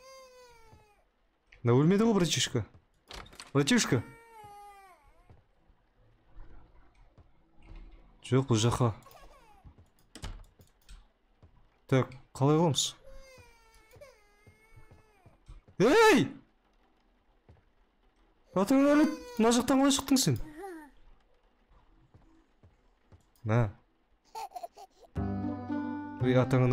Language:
Kazakh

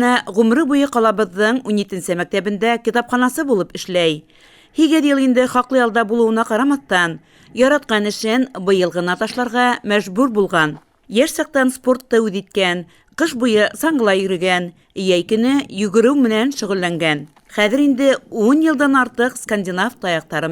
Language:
Bashkir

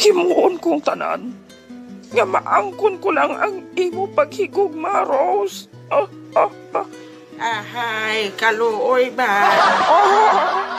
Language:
Hiligaynon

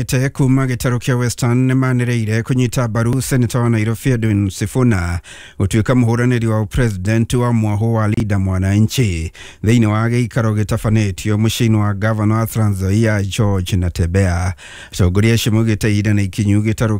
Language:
Kikuyu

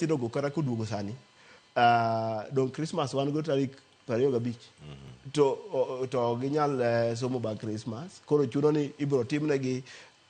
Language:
Luo (Kenya and Tanzania)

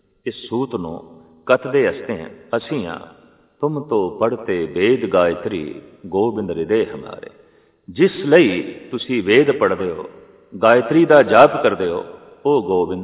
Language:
Punjabi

